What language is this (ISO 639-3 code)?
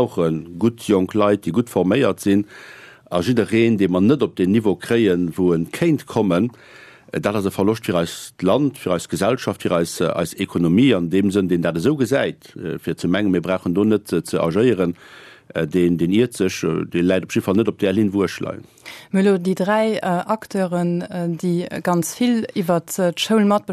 ltz